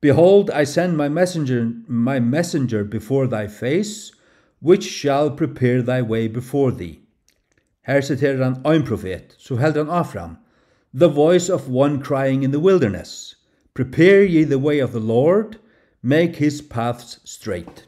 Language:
Faroese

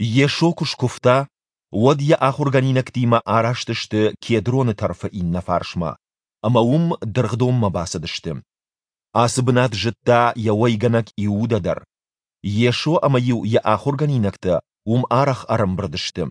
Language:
Ossetic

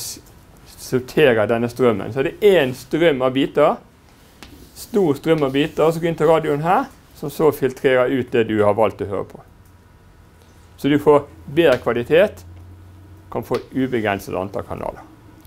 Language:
Norwegian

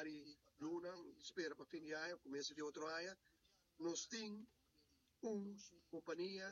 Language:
Papiamento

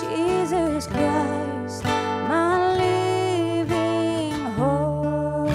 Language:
Tangkhul Naga (India)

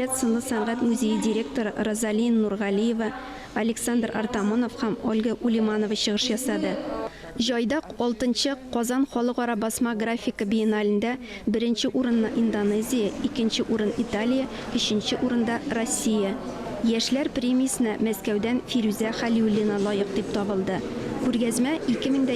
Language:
Tatar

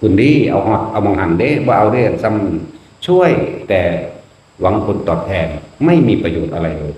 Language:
Northeastern Thai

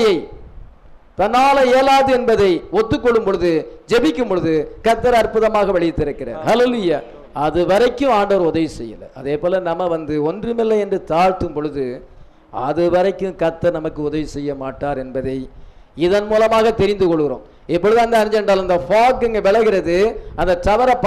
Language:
Tamil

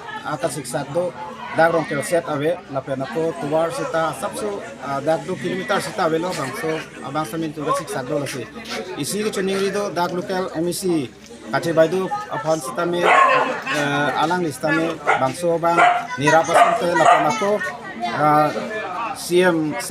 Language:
Karbi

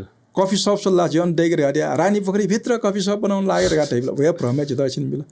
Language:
Newari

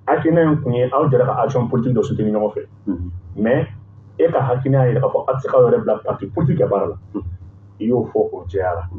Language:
Bambara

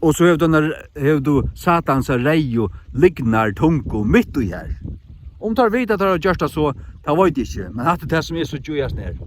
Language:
Faroese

